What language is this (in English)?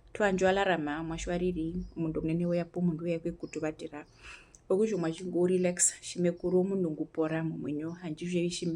Herero